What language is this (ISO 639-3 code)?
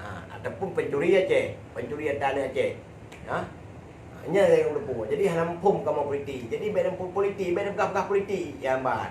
ace